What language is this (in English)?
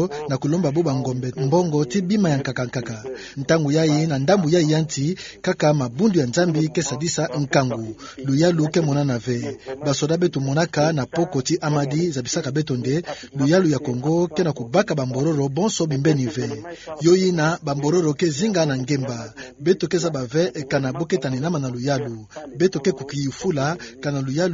Kituba (Democratic Republic of Congo)